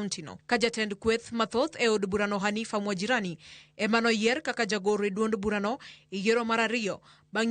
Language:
Luo (Kenya and Tanzania)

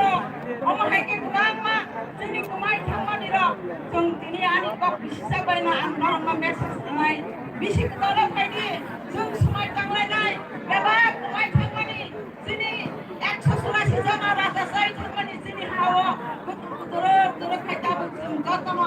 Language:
Kok Borok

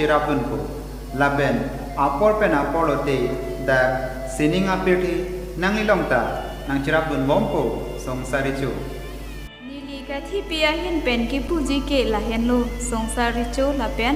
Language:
Karbi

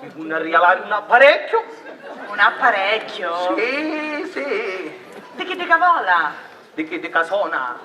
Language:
Sicilian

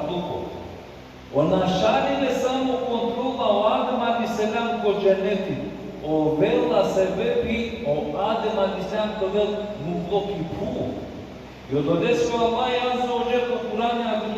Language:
Balkan Romani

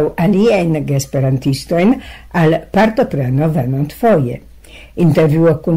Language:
Esperanto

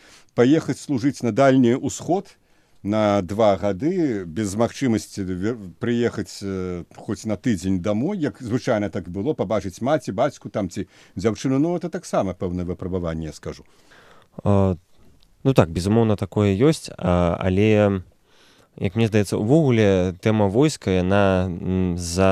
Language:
Belarusian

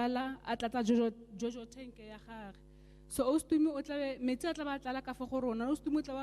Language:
Tswana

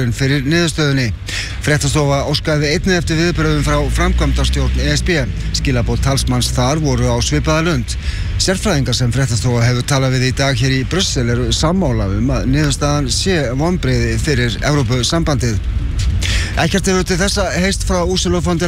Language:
Icelandic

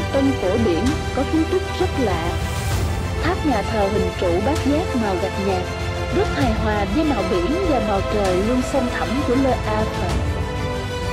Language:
Vietnamese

